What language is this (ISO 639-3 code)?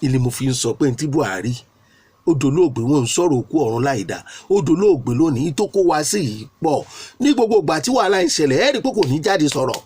yor